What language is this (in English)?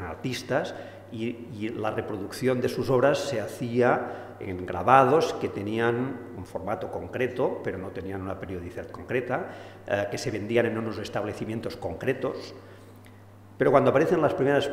Spanish